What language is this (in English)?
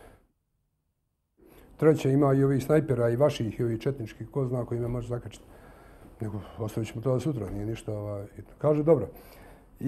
Bosnian